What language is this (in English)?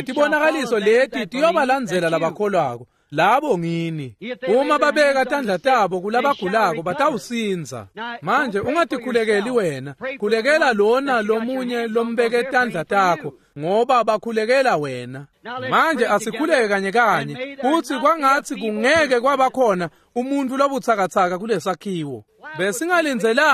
Swati